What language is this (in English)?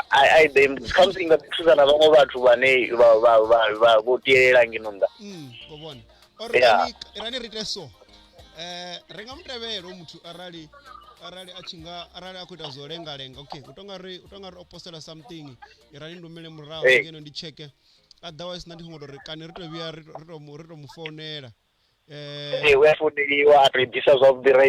Venda